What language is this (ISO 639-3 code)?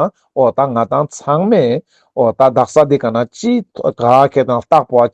lbj